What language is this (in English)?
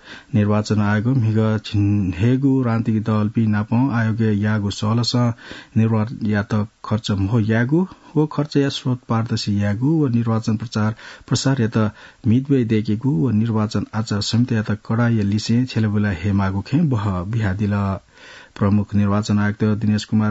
Newari